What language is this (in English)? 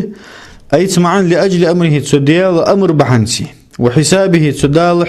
Ingush